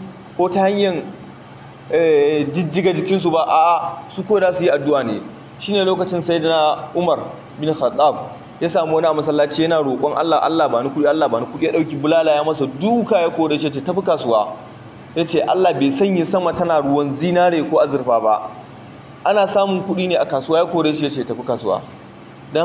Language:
Hausa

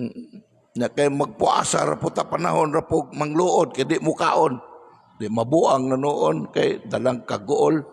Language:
Cebuano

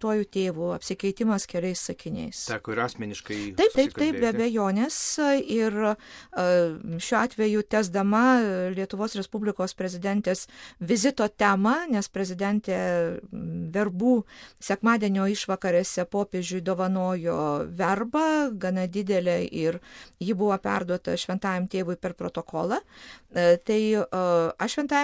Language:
Lithuanian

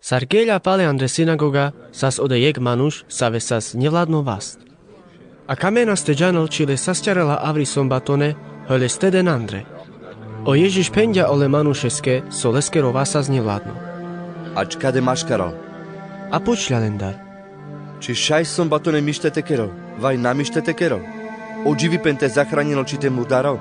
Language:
Carpathian Romani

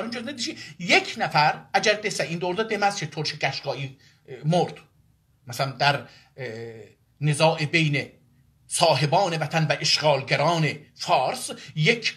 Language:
South Azerbaijani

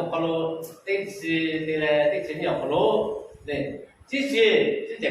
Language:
Lahu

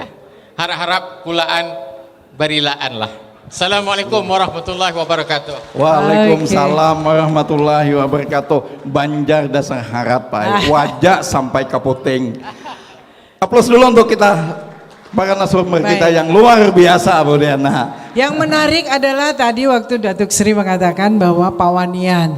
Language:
Banjar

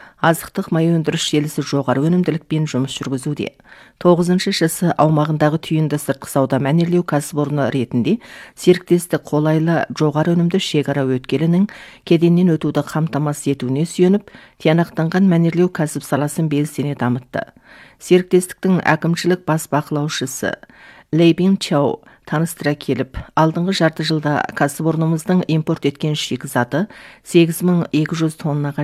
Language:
Kazakh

